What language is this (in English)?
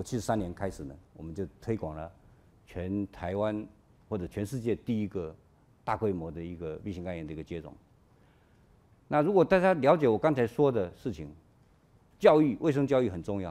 Chinese